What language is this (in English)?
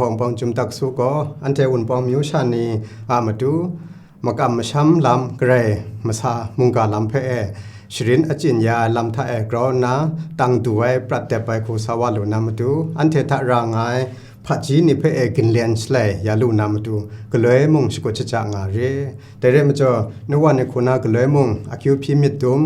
Kachin